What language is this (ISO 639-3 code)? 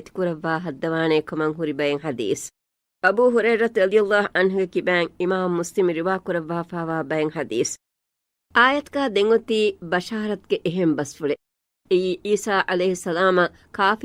div